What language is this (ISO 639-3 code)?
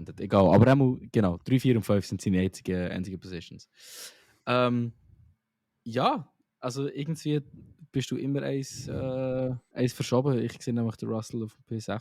gsw